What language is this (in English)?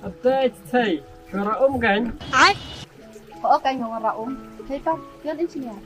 Khasi